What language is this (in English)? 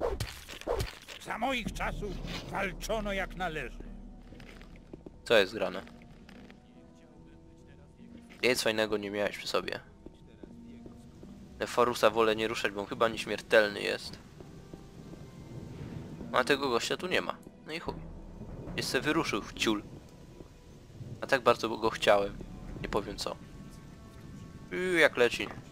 Polish